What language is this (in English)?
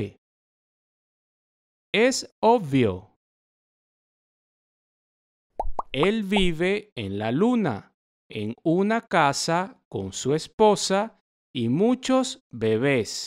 Spanish